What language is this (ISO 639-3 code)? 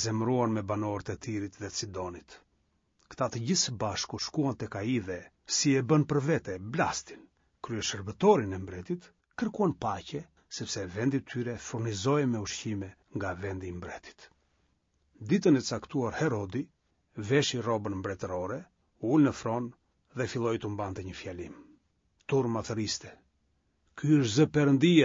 sqi